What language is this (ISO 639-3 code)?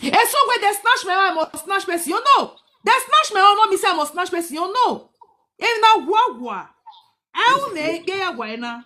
pcm